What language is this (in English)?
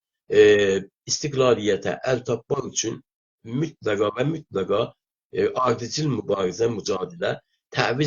South Azerbaijani